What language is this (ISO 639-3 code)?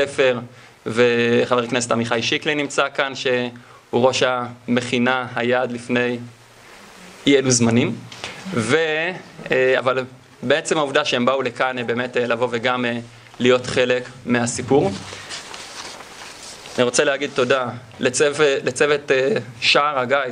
heb